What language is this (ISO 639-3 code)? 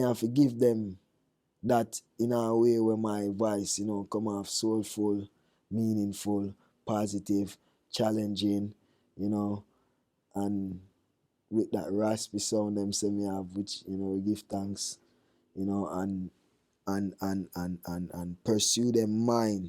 jam